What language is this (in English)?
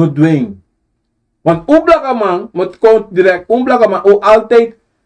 Sranan Tongo